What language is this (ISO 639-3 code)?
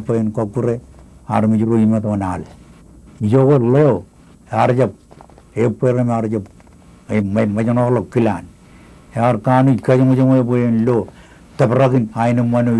mah